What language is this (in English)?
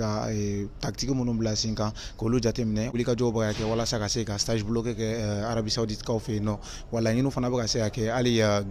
Bambara